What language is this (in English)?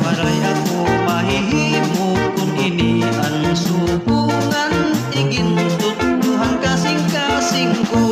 Waray